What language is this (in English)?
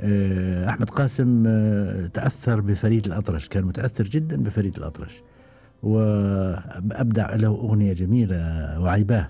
Gulf Arabic